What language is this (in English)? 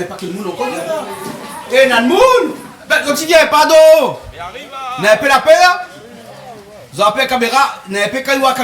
Réunion Creole French